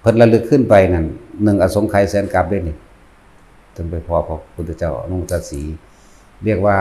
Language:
Northeastern Thai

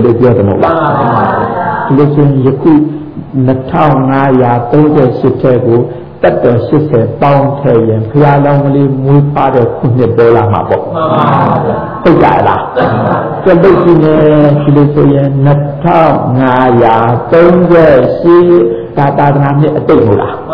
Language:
Burmese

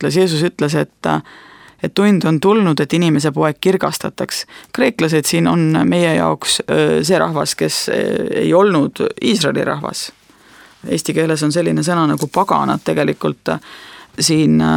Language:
Estonian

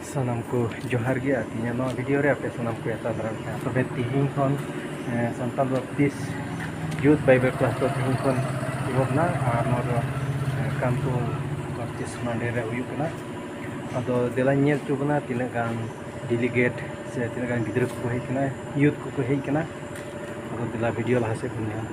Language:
Santali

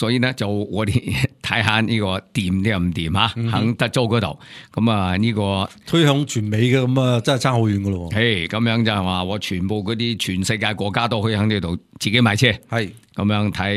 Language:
Cantonese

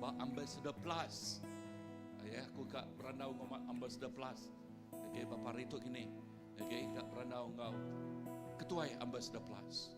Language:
Iban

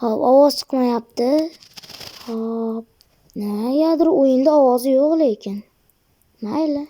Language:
Uzbek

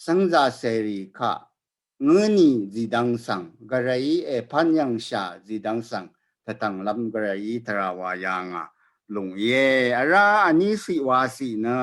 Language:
Rawang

